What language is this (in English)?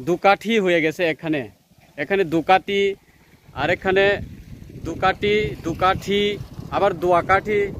Riang (India)